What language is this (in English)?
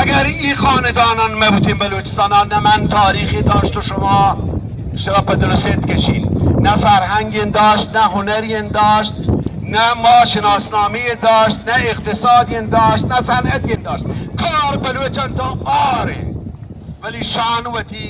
Baluchi